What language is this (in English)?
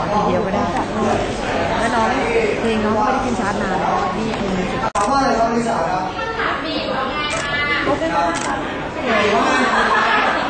Thai